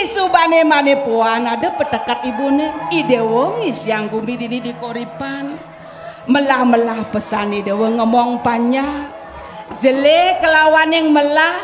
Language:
Balinese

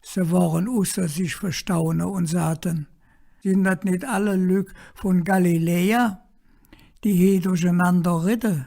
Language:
Colognian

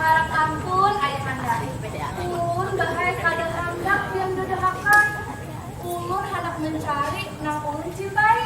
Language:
Banjar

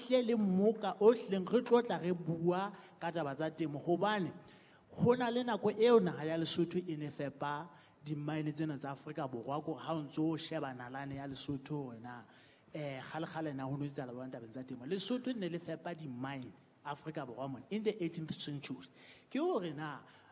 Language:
Southern Sotho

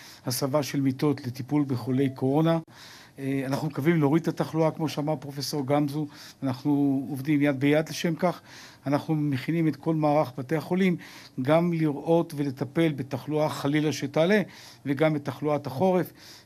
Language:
Hebrew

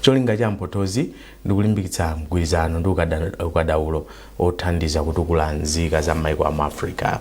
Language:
Nyanja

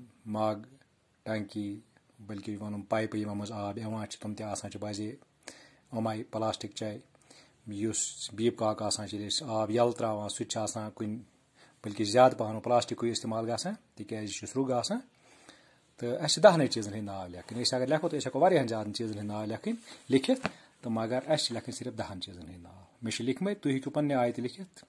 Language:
Kashmiri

